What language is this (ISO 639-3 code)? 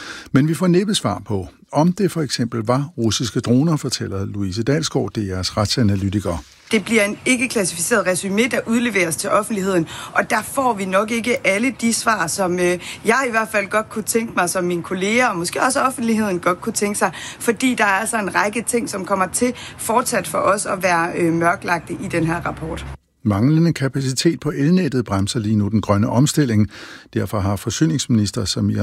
dan